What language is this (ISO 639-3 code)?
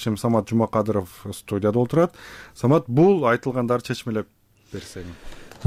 kir